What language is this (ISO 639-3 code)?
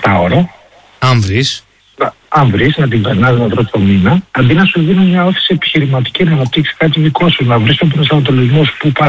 ell